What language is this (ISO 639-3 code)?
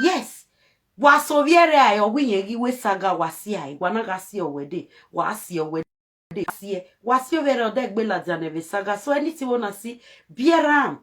pcm